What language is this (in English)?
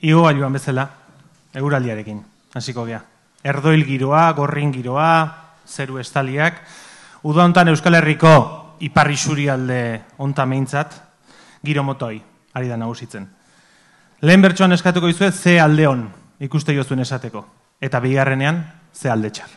Basque